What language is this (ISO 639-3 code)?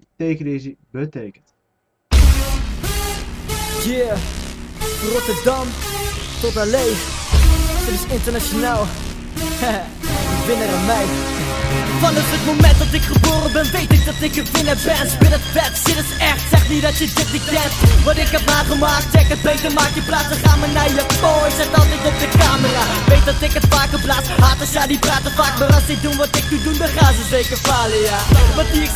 nld